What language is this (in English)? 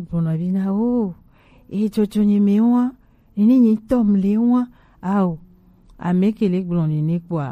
Gen